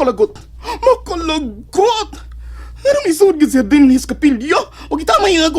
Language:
Cebuano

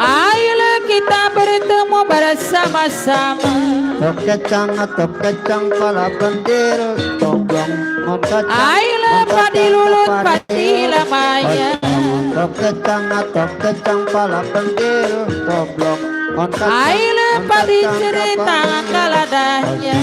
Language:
Betawi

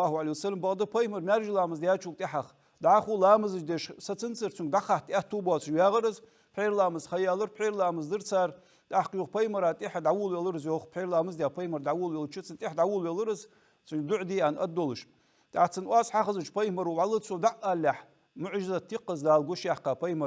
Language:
Ingush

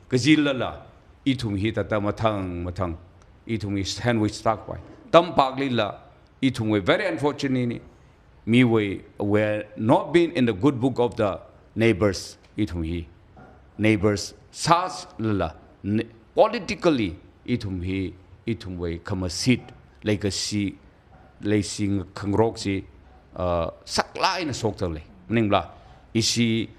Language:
Tangkhul Naga (India)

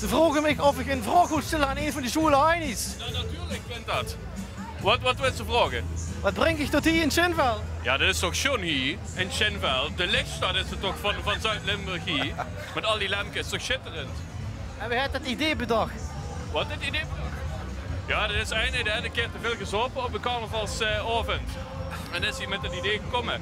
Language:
Limburgish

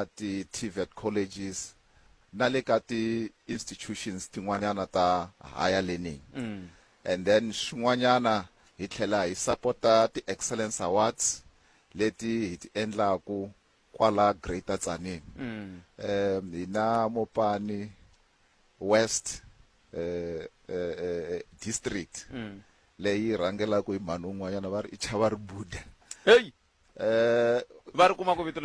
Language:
Tsonga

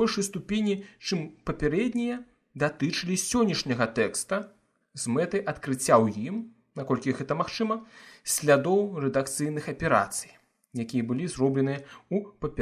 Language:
Belarusian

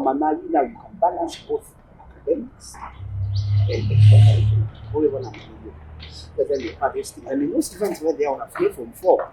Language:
Kamba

